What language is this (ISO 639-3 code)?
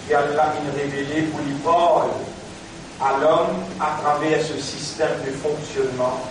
mfe